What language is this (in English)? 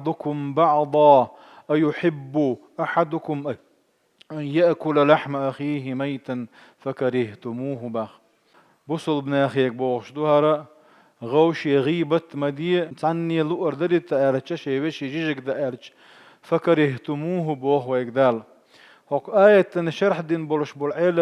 Chechen